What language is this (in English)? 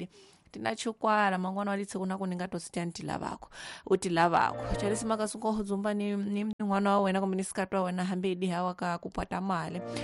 Tsonga